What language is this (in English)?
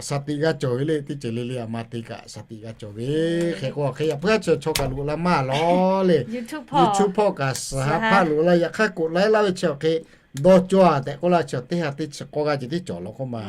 Lahu